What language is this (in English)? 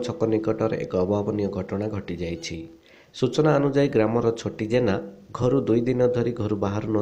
Odia